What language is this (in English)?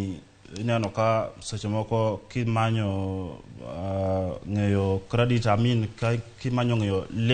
Luo (Kenya and Tanzania)